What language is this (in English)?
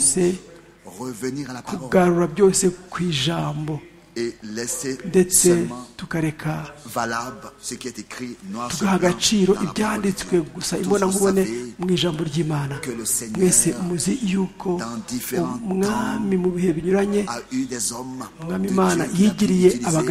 Kinyarwanda